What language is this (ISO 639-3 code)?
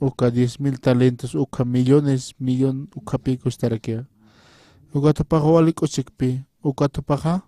aym